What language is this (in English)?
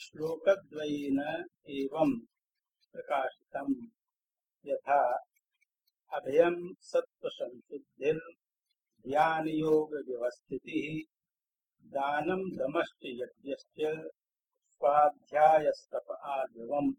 Sanskrit